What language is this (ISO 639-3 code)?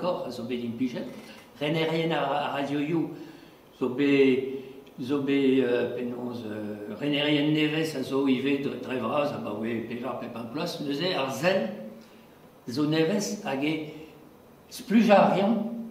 bre